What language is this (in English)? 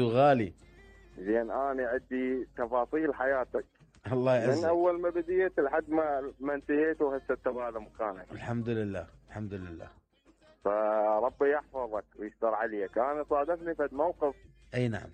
Mesopotamian Arabic